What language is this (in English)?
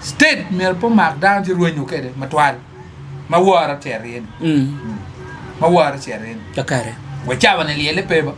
Acoli